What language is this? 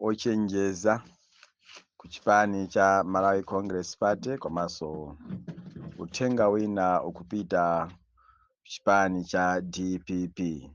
Nyanja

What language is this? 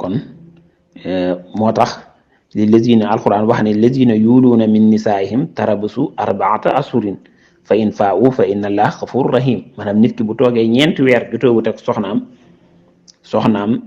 Wolof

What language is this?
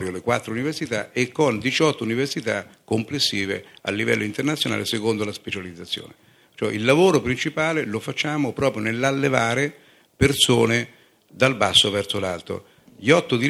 Italian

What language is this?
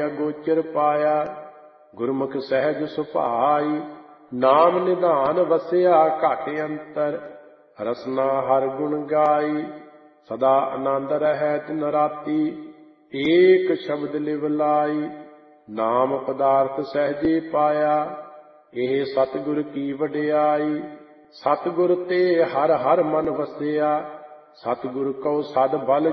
Punjabi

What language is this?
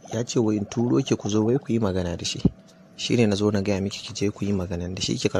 Hausa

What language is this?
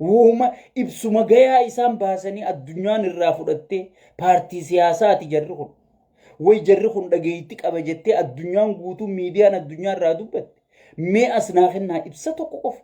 Oromo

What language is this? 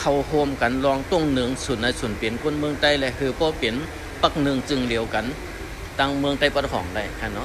Shan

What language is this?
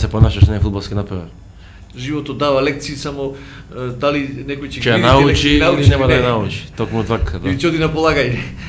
Macedonian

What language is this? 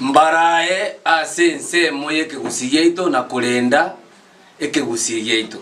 Gusii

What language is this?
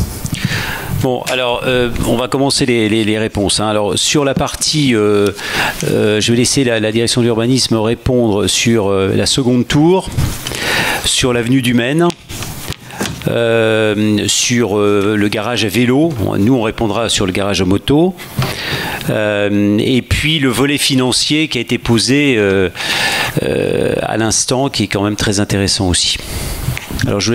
French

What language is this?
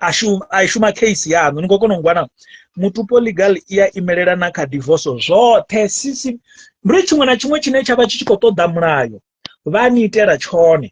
Venda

